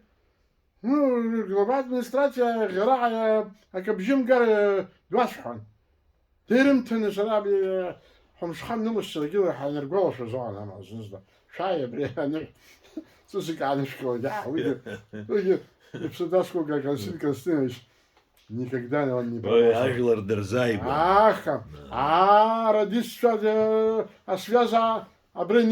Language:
Abkhazian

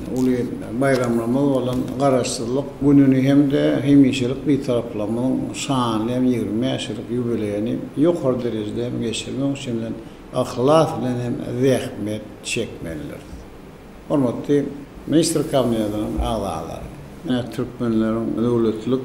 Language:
Turkmen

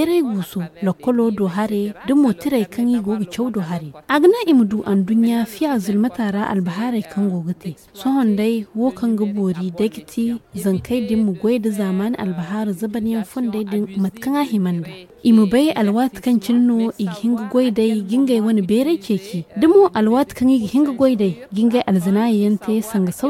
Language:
Zarma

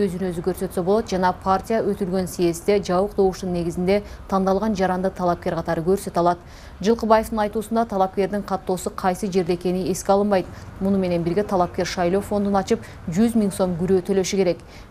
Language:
Kyrgyz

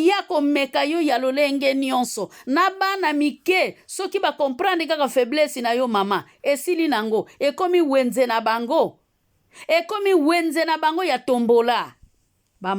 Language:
Lingala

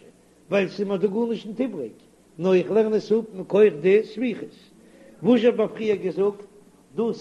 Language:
Yiddish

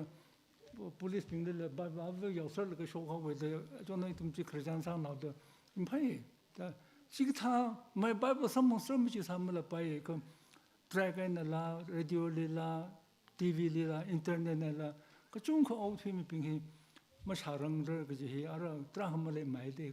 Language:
Tangkhul Naga (India)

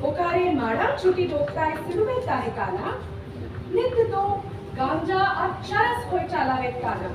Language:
Santali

